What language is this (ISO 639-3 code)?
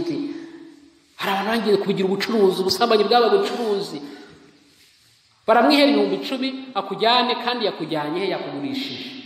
kin